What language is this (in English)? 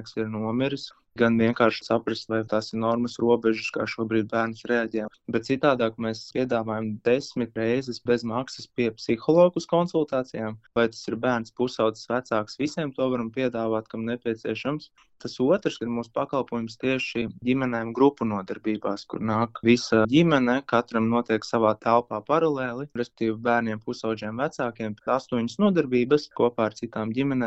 Latvian